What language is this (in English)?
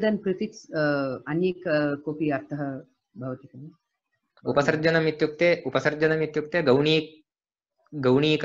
Sanskrit